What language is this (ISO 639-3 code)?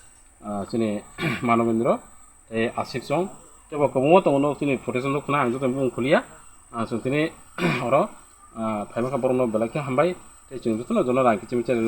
trp